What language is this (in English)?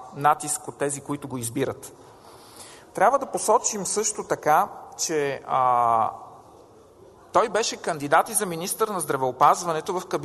Bulgarian